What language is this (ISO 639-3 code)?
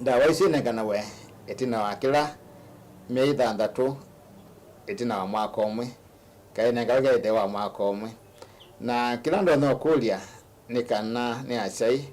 kam